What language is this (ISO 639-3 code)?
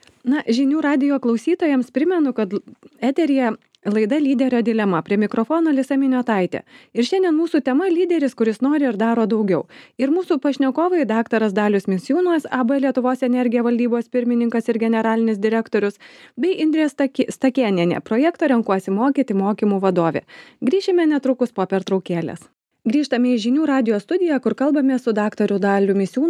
lit